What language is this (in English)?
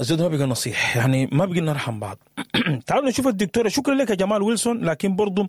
Sudanese Arabic